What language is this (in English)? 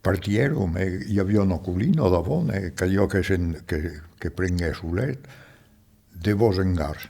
Occitan